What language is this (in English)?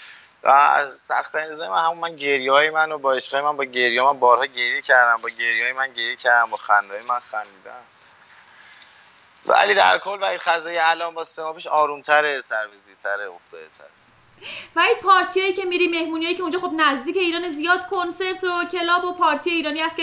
Persian